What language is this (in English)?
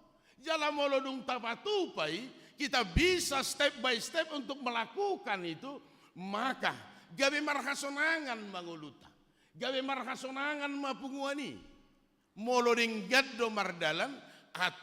Batak Toba